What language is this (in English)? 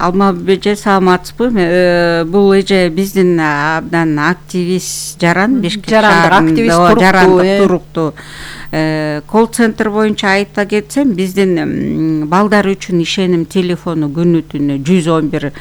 Kyrgyz